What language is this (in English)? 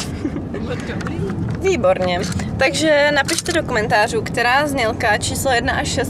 Czech